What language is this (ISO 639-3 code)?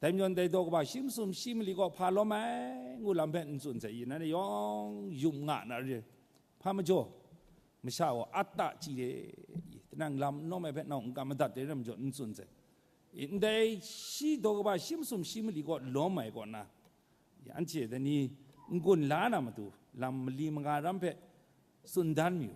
kac